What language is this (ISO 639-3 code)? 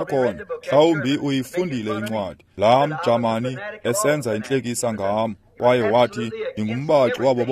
xho